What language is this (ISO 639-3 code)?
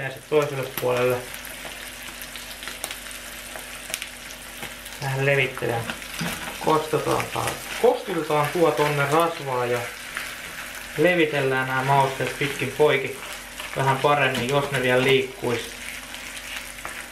fin